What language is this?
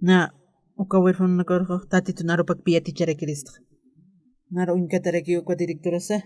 Aymara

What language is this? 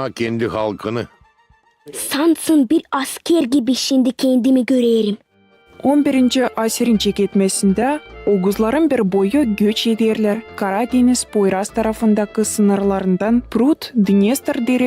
Gagauz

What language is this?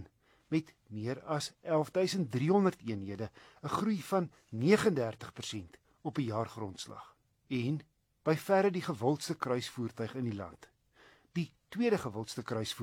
Afrikaans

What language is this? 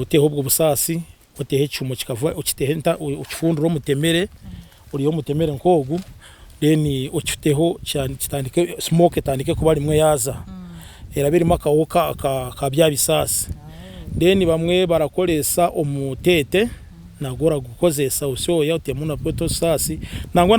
Nyankole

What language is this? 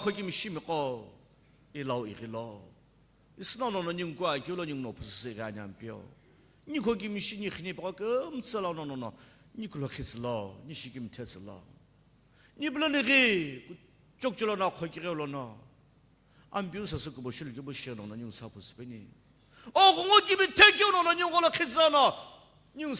Sumi Naga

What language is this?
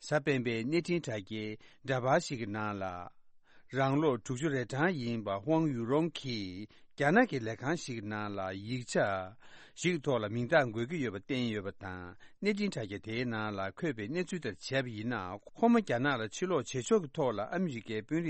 Tibetan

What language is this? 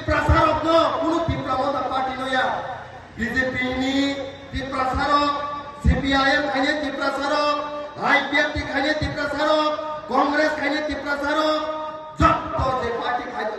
Kok Borok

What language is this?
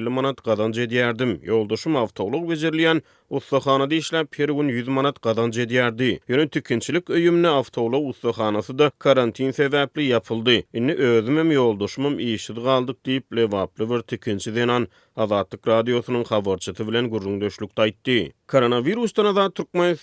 Turkmen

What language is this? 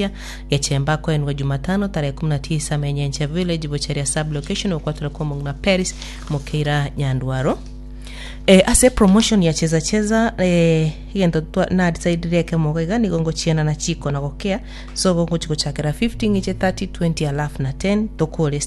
Gusii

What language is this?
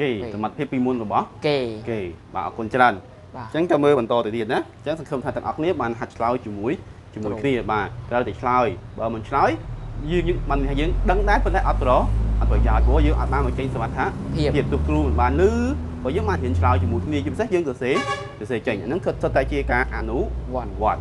Khmer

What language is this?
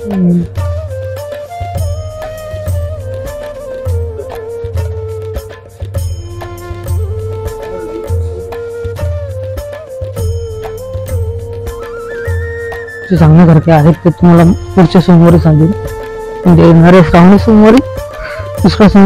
Marathi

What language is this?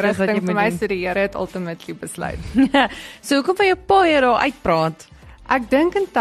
Afrikaans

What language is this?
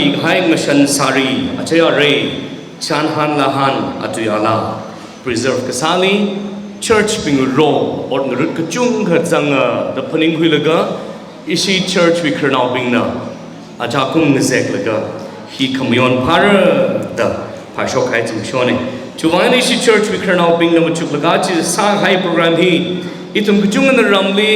Tangkhul Naga (India)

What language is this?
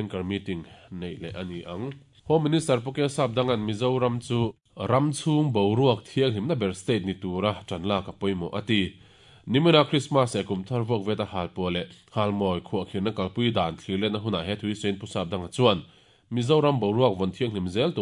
Mizo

